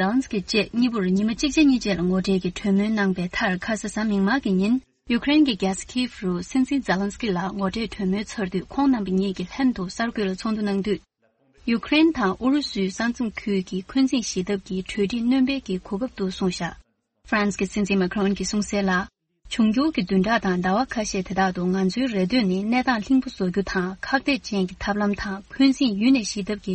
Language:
Tibetan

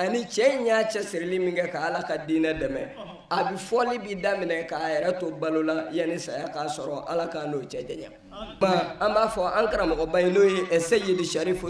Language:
Bambara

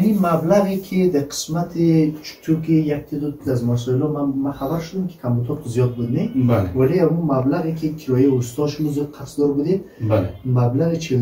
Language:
Persian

